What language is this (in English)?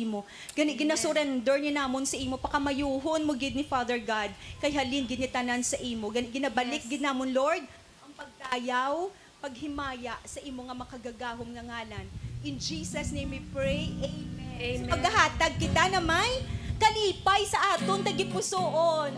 Hiligaynon